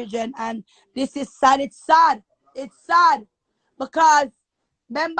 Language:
Jamaican Creole English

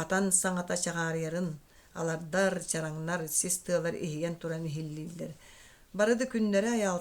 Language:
Yakut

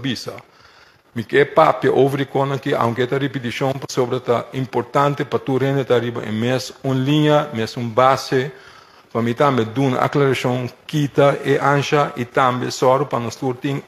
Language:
Papiamento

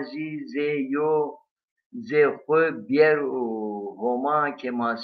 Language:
Zaza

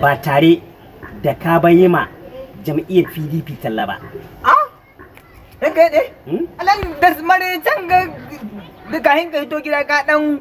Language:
Hausa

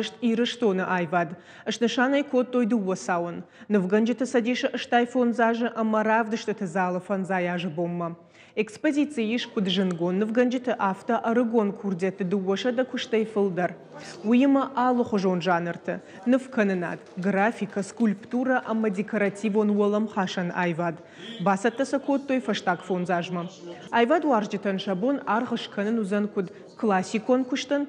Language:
Ossetic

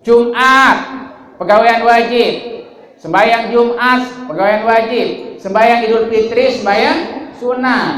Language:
Sasak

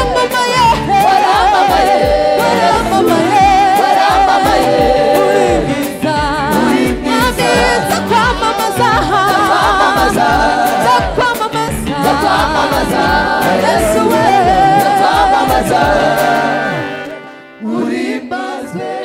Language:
Kinyarwanda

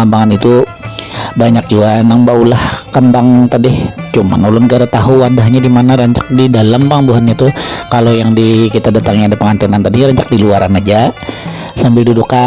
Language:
Banjar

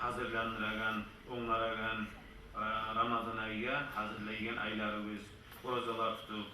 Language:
Kumyk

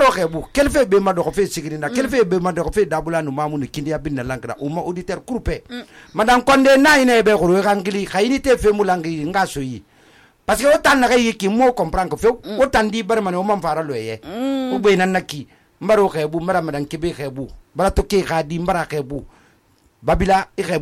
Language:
Susu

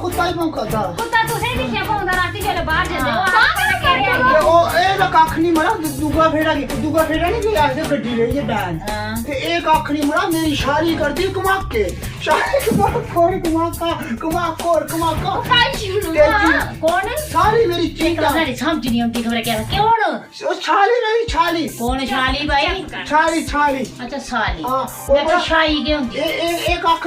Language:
Dogri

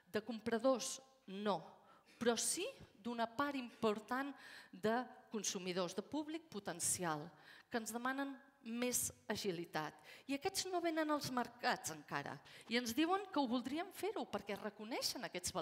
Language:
Catalan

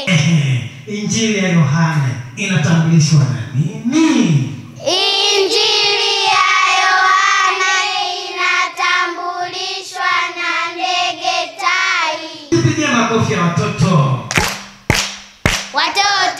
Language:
Swahili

